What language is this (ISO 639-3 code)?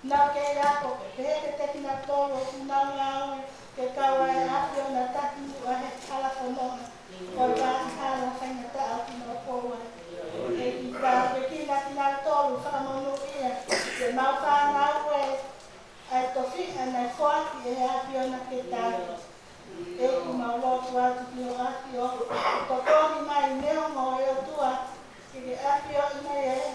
ton